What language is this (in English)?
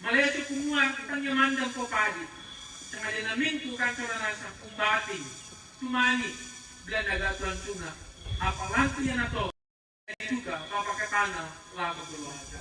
Toraja-Sa'dan